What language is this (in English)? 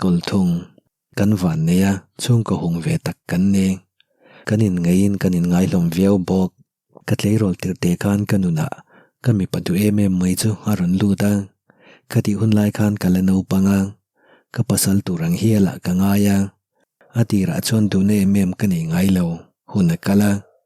Mizo